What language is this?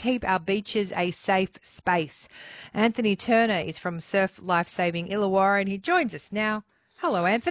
English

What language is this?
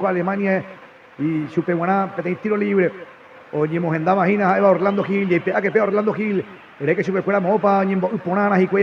Guarani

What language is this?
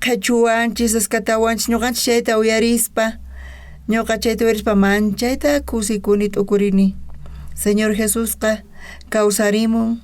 South Bolivian Quechua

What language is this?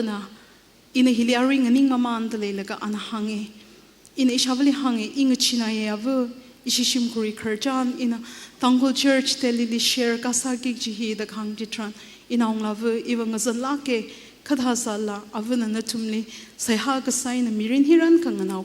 Tangkhul Naga (India)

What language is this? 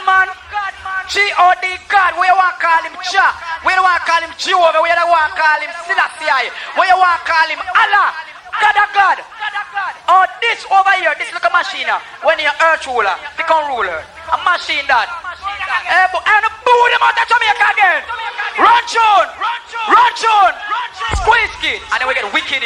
Jamaican Creole English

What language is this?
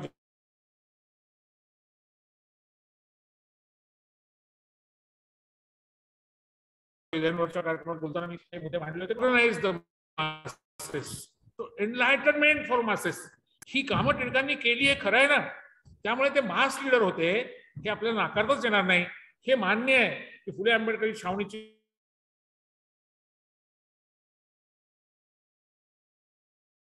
Marathi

